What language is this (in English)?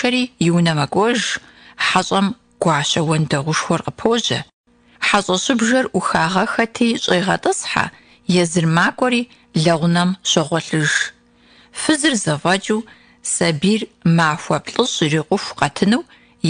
Kabardian